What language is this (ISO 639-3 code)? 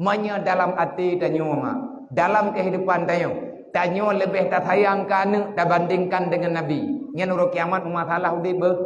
ace